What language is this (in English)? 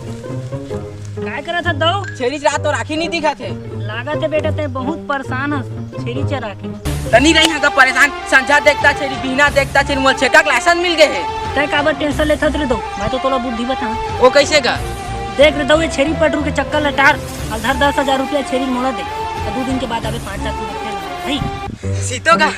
Chhattisgarhi